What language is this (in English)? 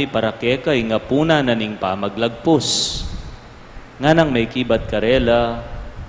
Pampanga